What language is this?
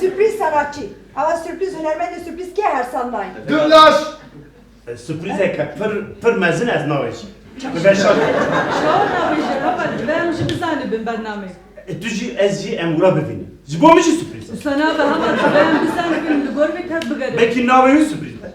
Kurdish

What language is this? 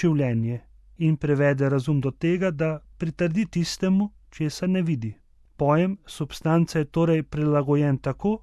Slovenian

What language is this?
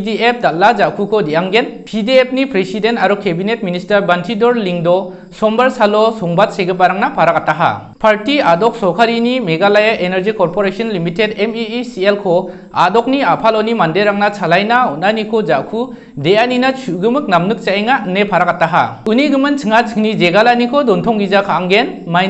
Garo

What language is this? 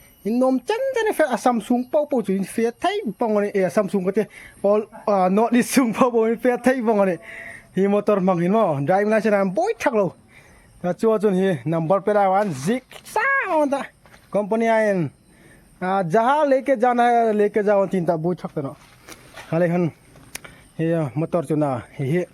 Hmar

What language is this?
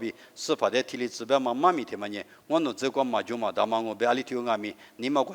Lisu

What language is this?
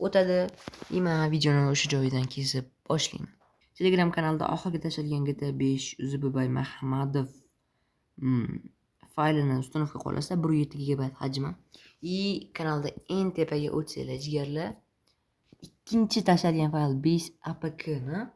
Uzbek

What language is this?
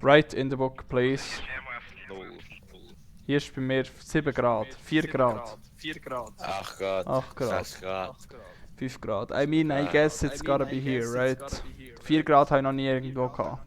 Swiss German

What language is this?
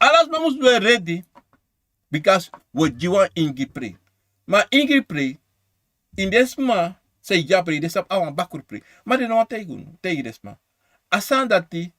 Sranan Tongo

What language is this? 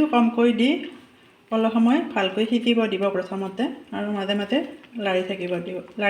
Assamese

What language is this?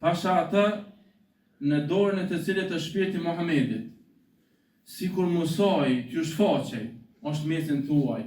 Albanian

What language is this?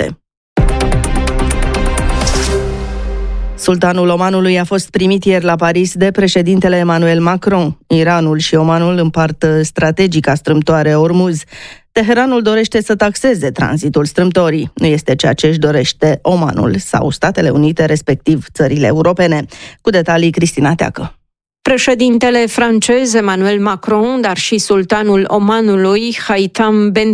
Romanian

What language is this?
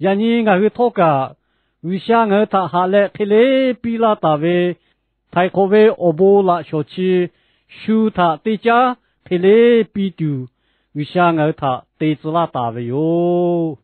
Lahu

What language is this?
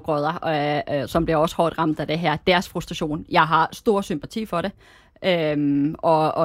Danish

